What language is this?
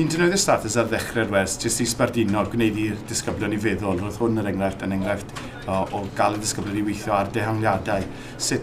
Welsh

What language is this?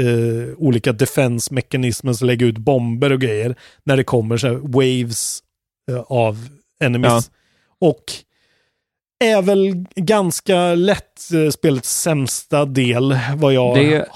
Swedish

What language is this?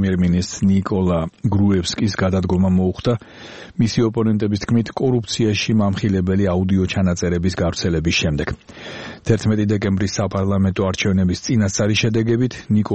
Georgian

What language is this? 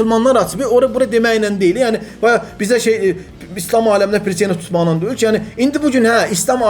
Azerbaijani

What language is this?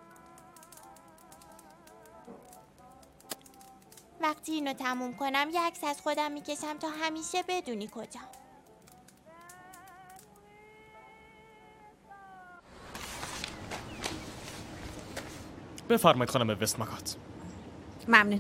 Persian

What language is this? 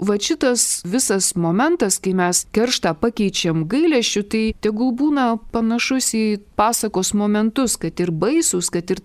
Lithuanian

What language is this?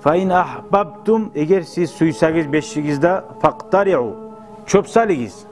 Kumyk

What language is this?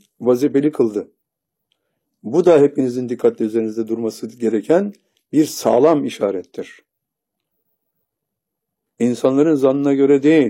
Turkish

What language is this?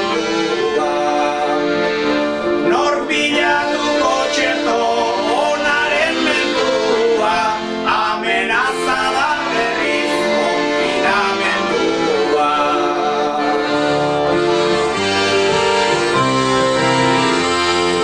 Basque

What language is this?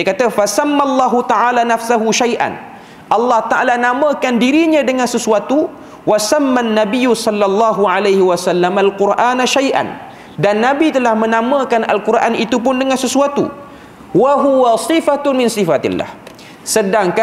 Malay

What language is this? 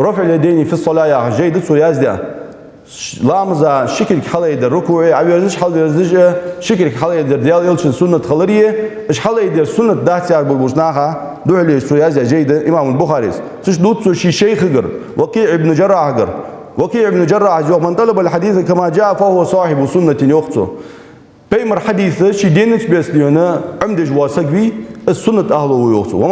Ingush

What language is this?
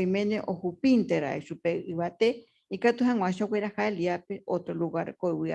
Guarani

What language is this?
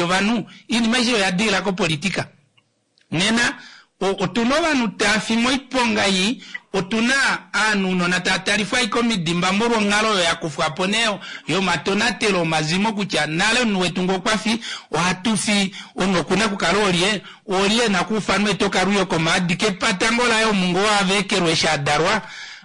Kuanyama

